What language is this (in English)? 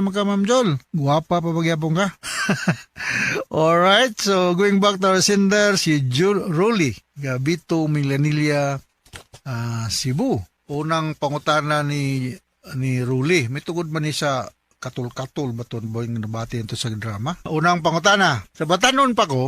Cebuano